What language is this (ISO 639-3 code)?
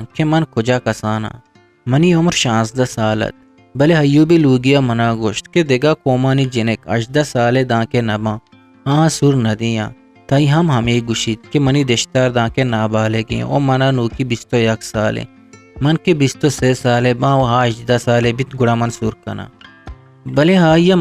bgp